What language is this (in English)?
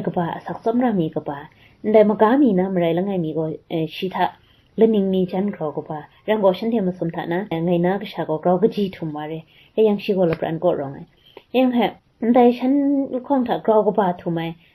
Kachin